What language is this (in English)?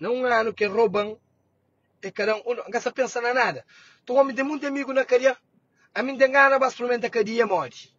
Kabuverdianu